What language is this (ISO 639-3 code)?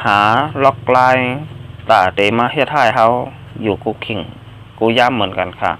shn